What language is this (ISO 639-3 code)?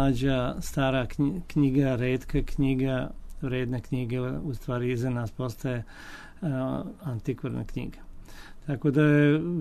srp